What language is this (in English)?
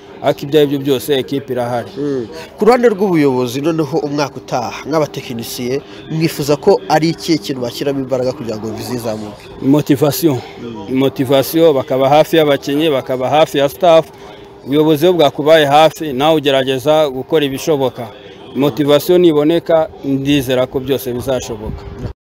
Kinyarwanda